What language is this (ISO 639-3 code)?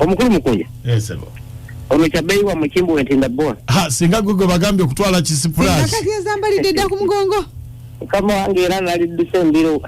lug